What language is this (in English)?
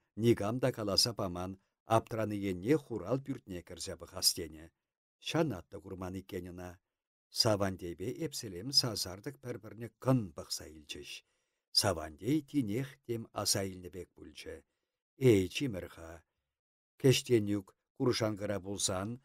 Chuvash